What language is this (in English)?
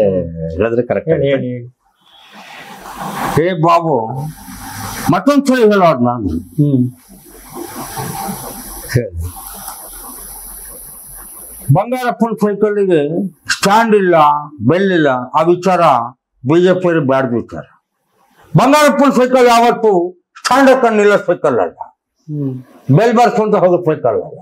Kannada